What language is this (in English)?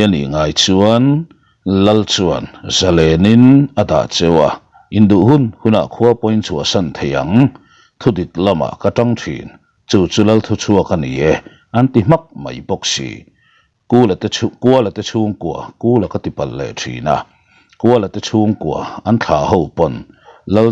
Mizo